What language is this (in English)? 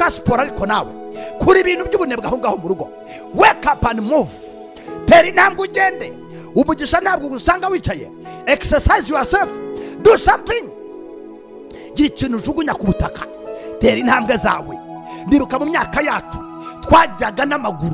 Kinyarwanda